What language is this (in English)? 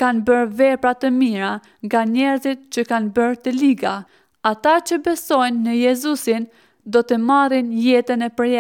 Albanian